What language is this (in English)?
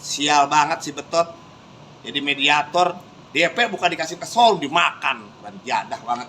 Betawi